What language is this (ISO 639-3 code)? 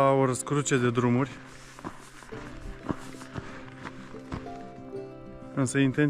ron